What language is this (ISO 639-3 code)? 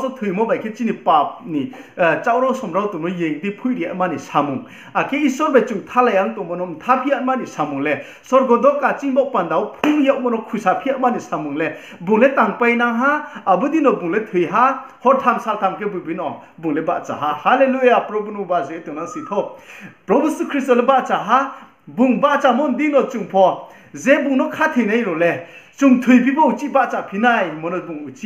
ria